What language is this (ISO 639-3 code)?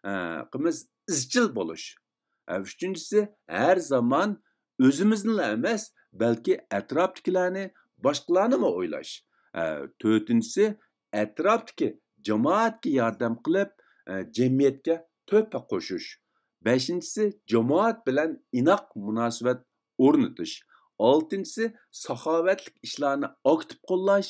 uig